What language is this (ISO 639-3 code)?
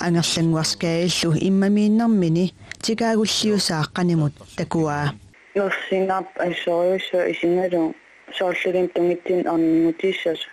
kal